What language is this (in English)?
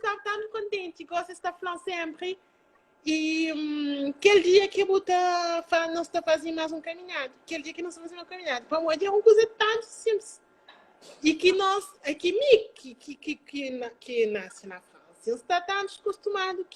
Kabuverdianu